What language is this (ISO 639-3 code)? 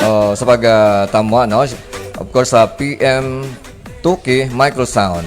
hil